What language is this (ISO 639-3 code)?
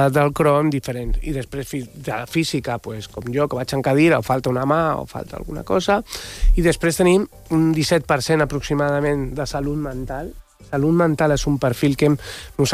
cat